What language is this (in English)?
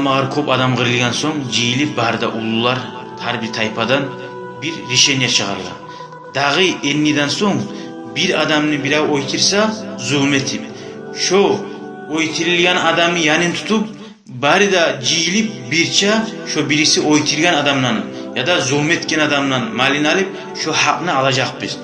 Kumyk